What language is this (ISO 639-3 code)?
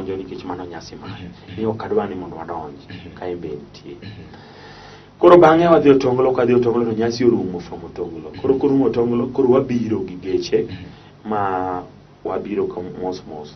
luo